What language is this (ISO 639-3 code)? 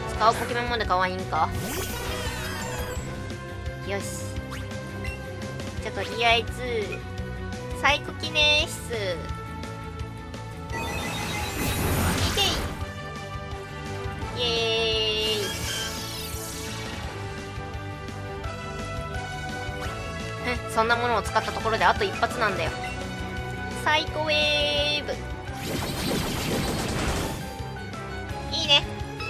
jpn